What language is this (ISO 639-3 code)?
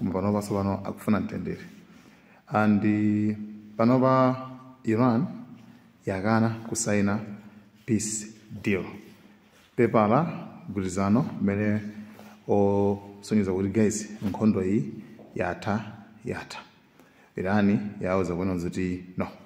nya